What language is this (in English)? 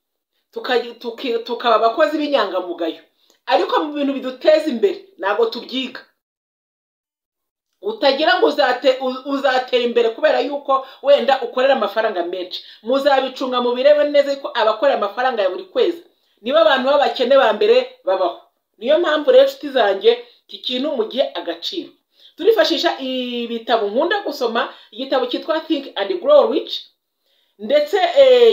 Kinyarwanda